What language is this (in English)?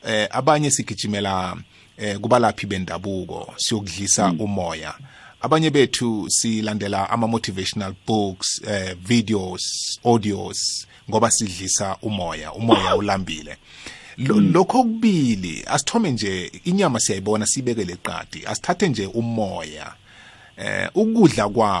South Ndebele